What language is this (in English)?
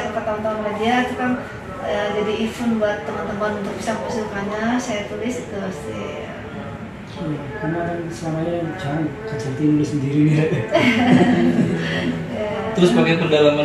Indonesian